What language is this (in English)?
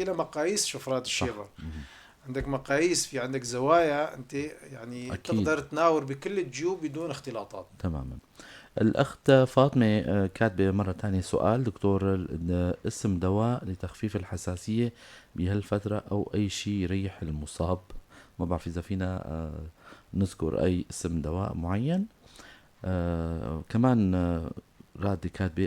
North Levantine Arabic